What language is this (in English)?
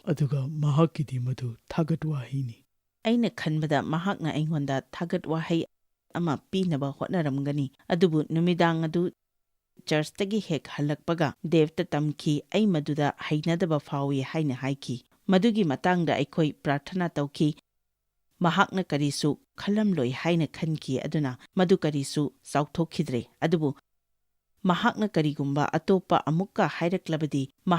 Manipuri